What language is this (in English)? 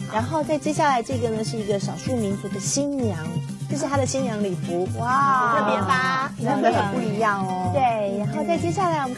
Chinese